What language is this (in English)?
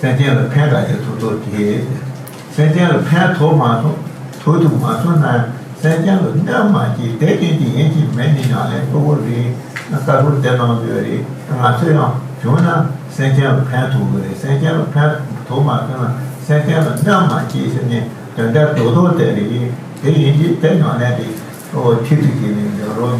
Tibetan